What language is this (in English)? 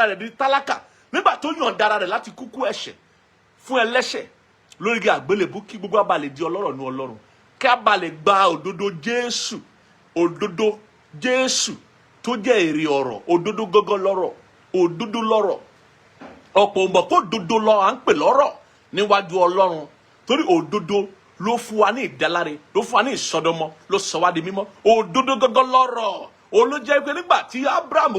Yoruba